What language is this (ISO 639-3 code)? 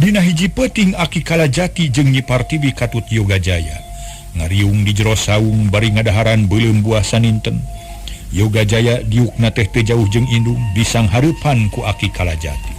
sun